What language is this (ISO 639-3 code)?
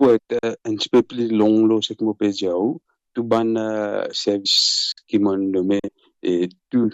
mfe